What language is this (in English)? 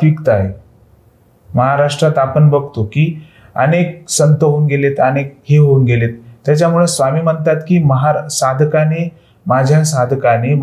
Marathi